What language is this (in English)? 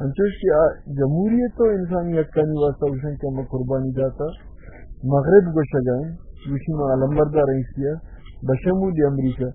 Baluchi